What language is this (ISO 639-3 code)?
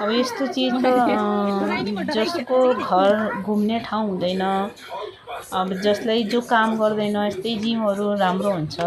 nep